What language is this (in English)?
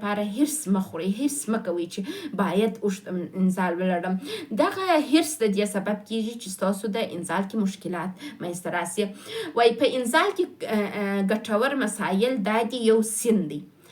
Pashto